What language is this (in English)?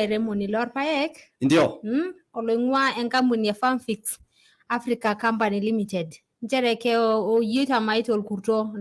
Masai